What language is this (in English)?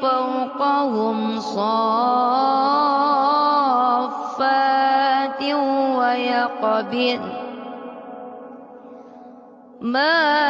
Arabic